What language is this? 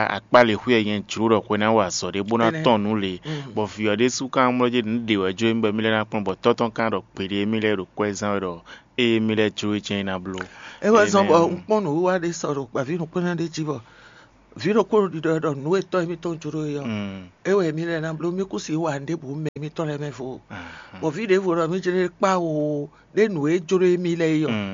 Fon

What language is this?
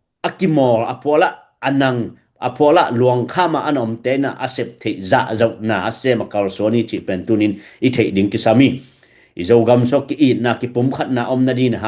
Tedim Chin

